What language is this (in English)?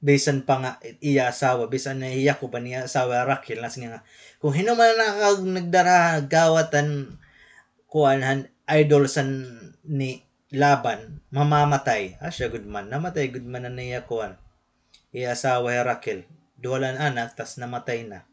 Waray